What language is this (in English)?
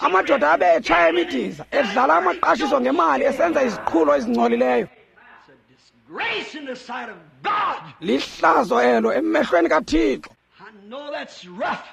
Xhosa